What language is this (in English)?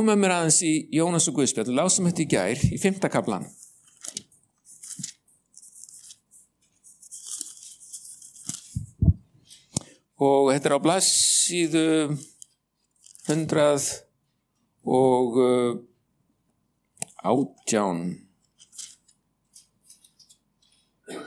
Icelandic